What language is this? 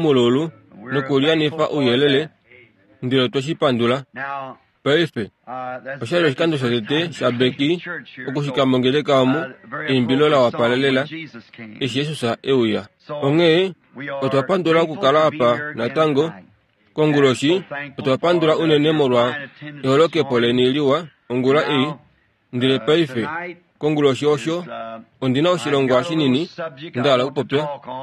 Kuanyama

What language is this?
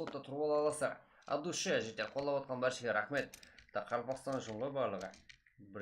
Kara-Kalpak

